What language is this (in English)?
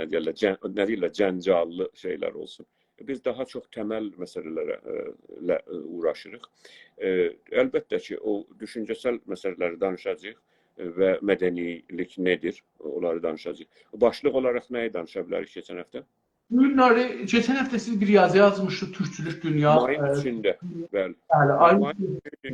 South Azerbaijani